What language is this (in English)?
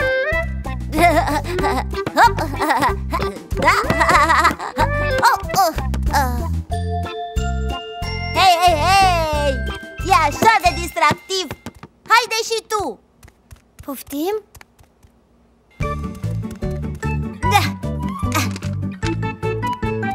Romanian